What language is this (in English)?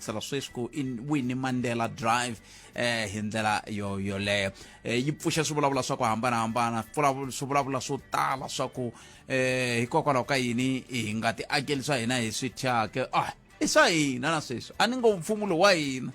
Tsonga